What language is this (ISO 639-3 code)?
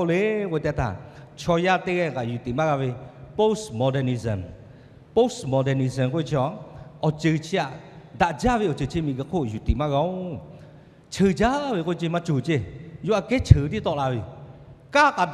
lhu